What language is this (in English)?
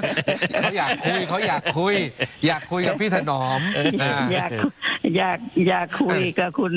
Thai